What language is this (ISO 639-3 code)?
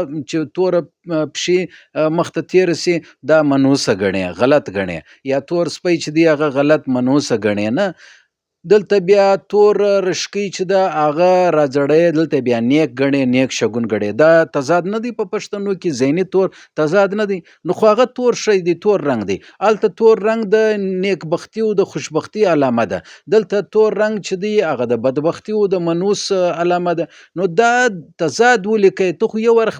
pus